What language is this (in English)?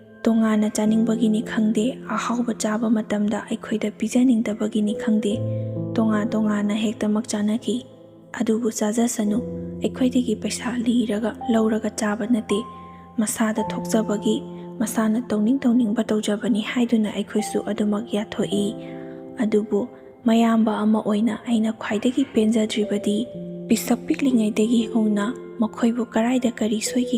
Manipuri